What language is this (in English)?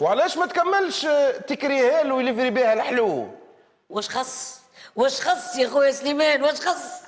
Tunisian Arabic